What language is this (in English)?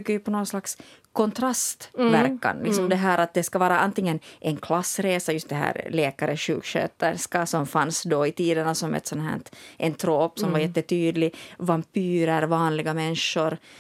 Swedish